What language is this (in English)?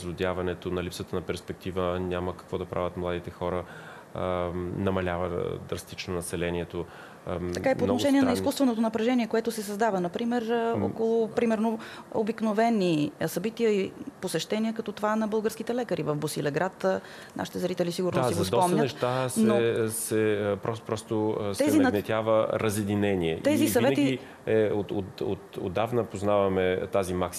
Bulgarian